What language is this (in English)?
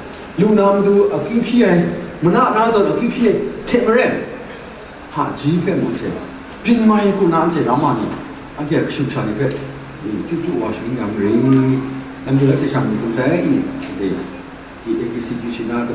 Kachin